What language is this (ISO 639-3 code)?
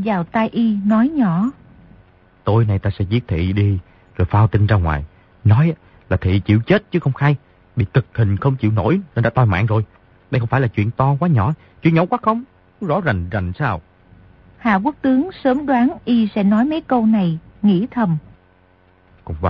vie